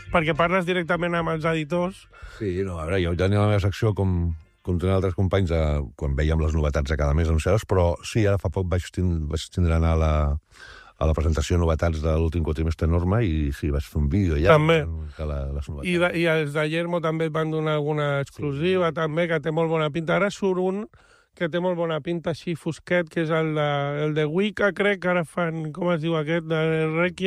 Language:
Catalan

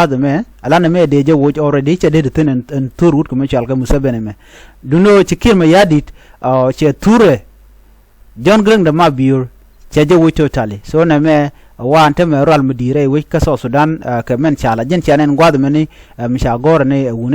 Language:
Nuer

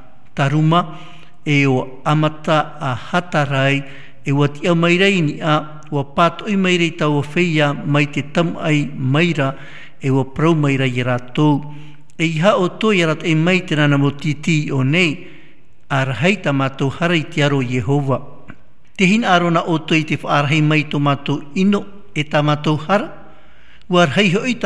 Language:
Tahitian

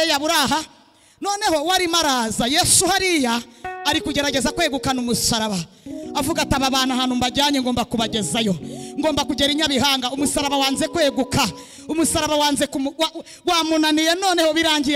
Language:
Kinyarwanda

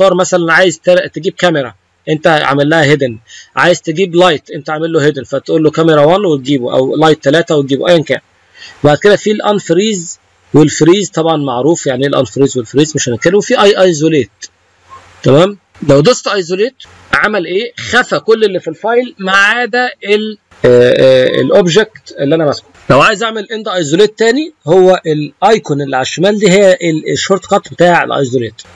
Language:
Egyptian Arabic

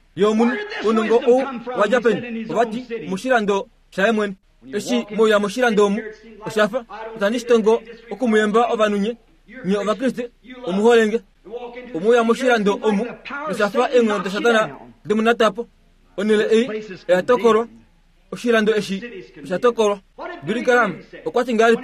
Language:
Kuanyama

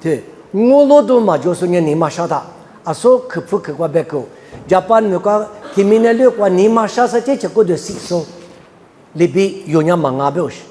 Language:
Lisu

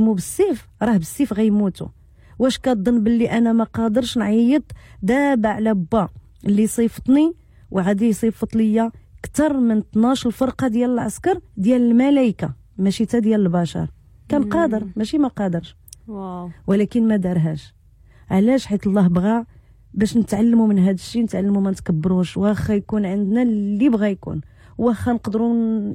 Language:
Moroccan Arabic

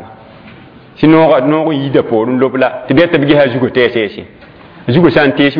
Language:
Mossi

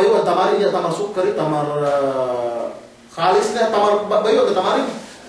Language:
Yakan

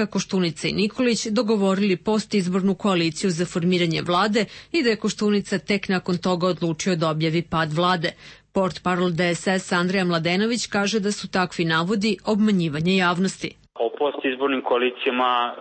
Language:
Serbian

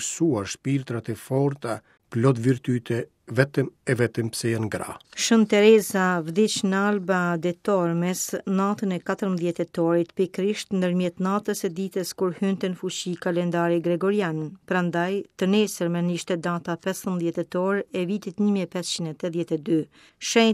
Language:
Albanian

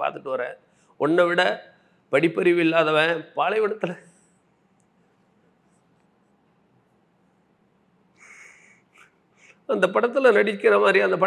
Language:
Tamil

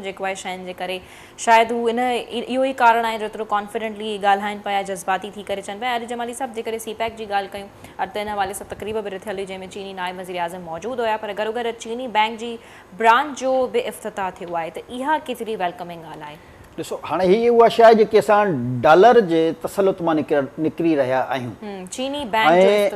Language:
Sindhi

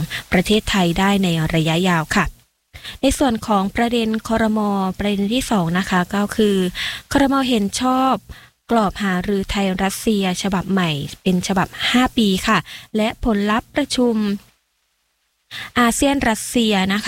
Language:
Thai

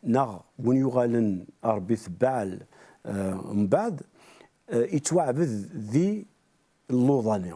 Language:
Kabyle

